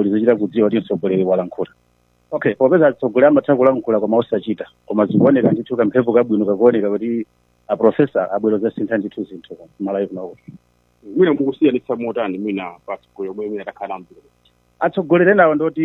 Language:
Nyanja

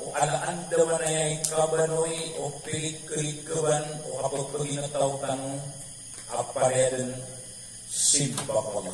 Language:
Maranao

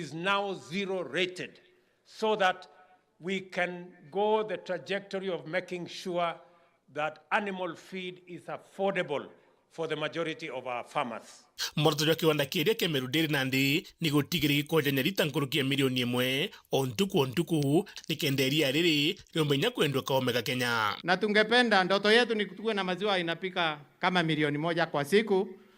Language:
Meru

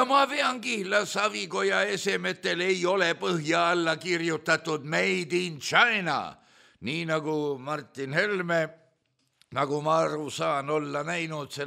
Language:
Estonian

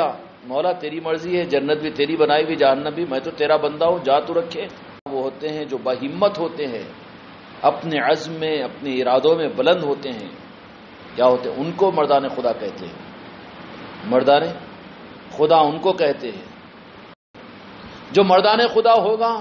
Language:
Urdu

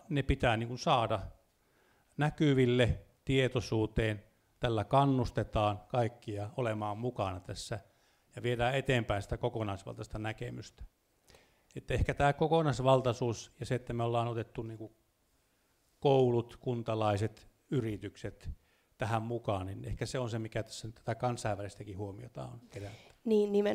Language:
Finnish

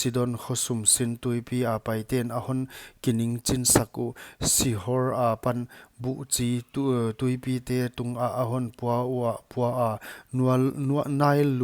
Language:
Paite Chin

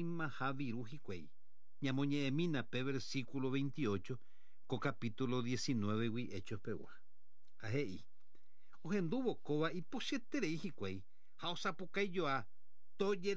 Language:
Guarani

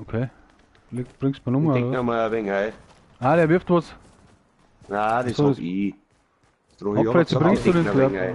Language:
Bavarian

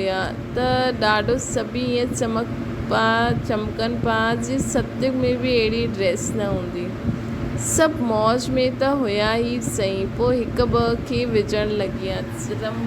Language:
Sindhi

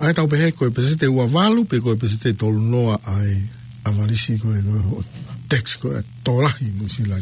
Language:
Tongan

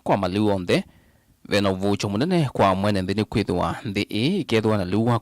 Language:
Kamba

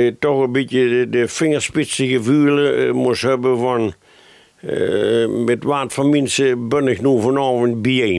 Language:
Limburgish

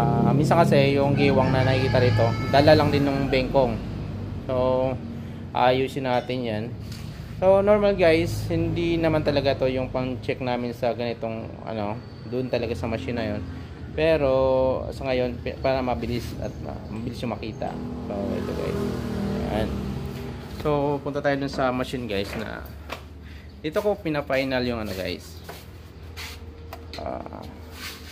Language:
Filipino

